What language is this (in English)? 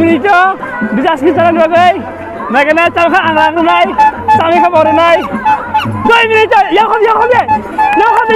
Kok Borok